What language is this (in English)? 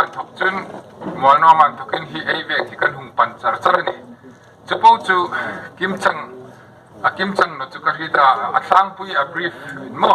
Hmar